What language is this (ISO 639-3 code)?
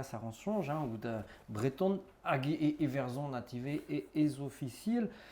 bre